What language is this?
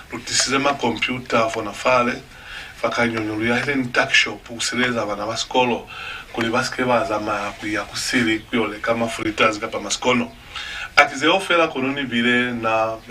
Lozi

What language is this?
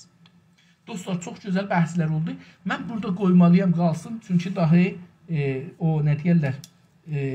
South Azerbaijani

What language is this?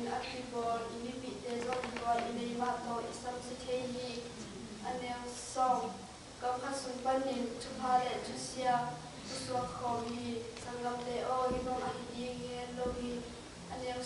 Tedim Chin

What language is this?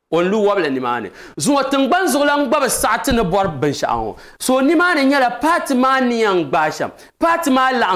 Dagbani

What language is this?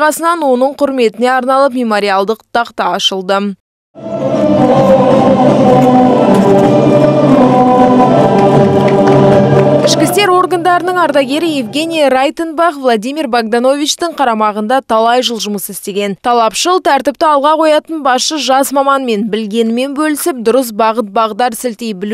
Kazakh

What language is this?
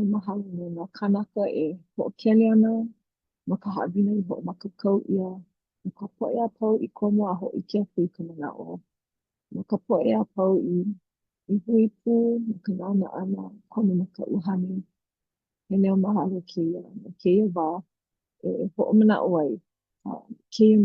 Hawaiian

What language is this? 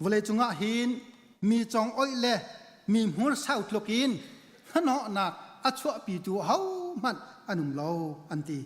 Hakha Chin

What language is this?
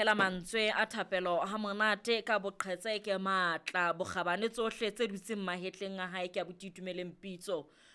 Southern Sotho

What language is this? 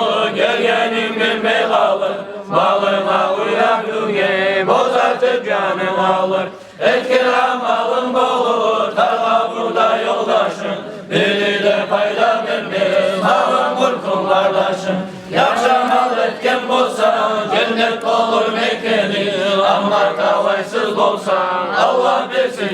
Kumyk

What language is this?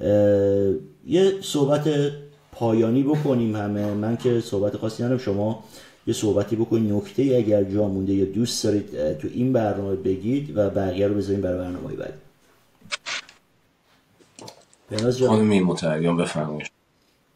Persian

